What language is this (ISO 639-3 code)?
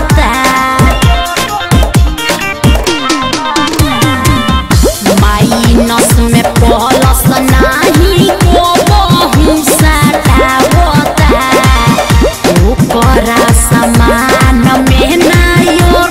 bho